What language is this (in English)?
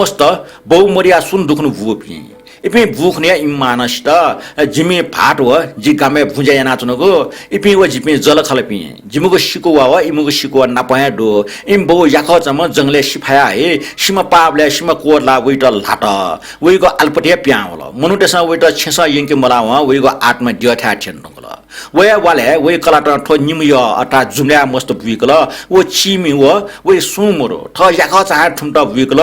Newari